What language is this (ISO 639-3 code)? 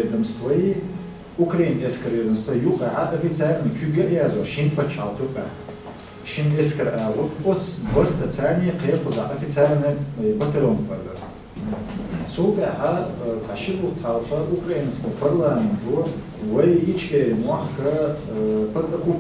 che